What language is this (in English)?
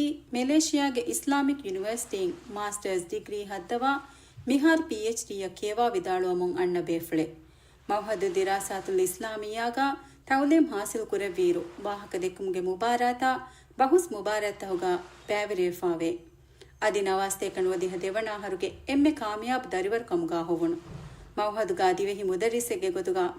Divehi